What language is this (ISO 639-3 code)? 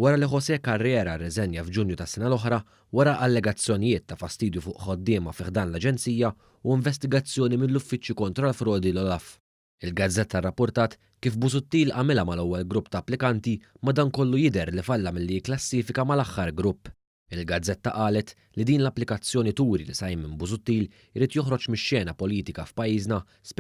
mlt